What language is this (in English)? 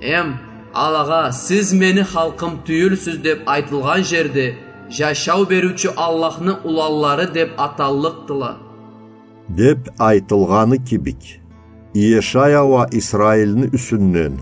Karachay-Balkar